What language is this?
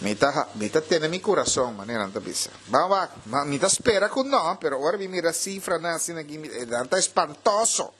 Papiamento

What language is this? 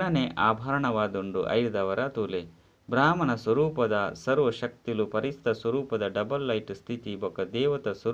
Tulu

